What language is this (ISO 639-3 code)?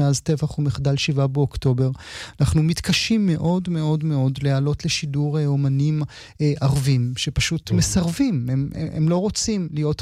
heb